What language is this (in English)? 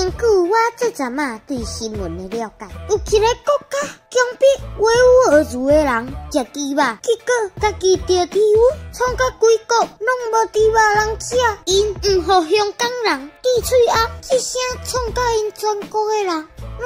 Min Nan Chinese